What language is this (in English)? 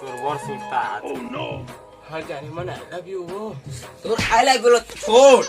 Chhattisgarhi